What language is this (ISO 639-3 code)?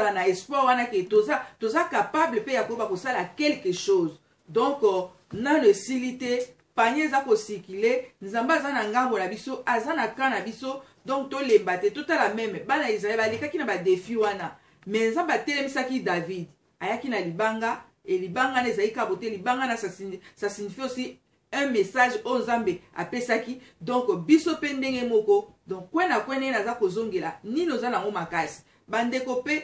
lin